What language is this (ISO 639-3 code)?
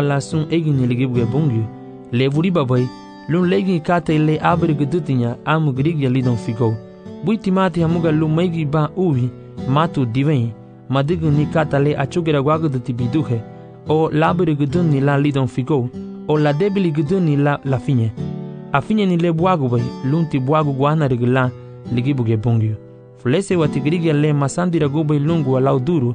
cab